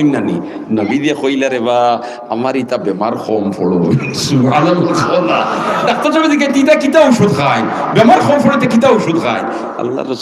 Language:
Sylheti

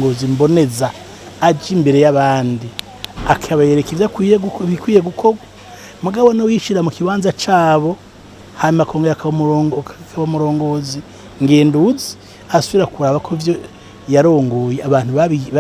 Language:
Rundi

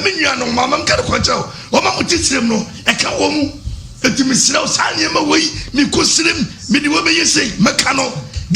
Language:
Akan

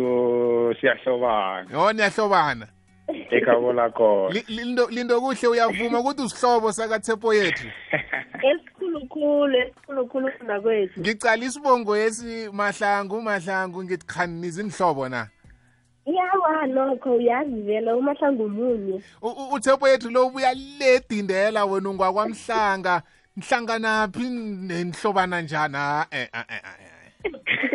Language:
South Ndebele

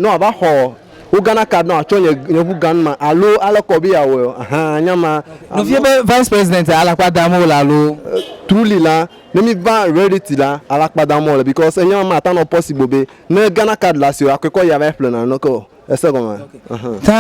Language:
Ewe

